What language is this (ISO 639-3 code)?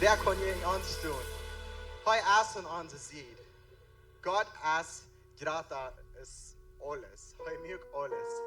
pdt